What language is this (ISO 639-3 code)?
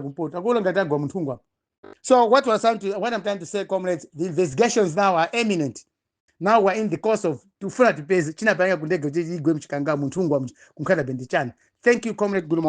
nya